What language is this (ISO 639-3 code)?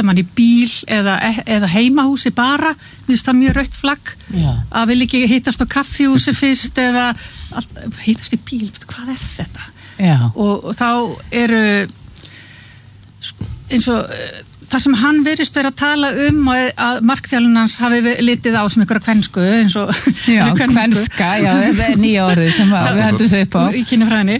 isl